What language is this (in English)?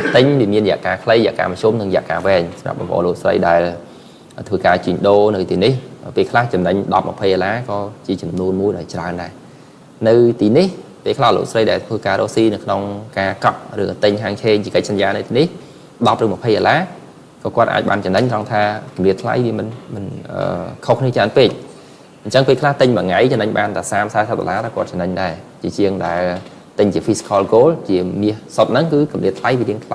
Khmer